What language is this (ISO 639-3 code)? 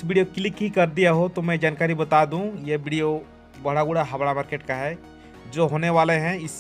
sat